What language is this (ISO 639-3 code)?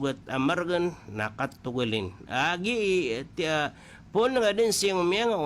mrw